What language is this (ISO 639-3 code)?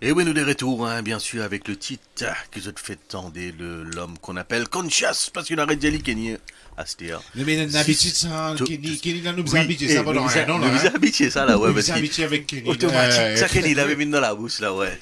mfe